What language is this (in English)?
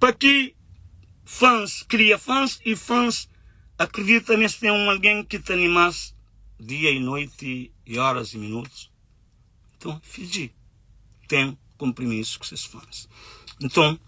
Kabuverdianu